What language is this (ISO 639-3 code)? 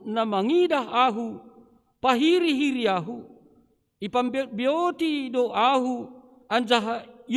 bts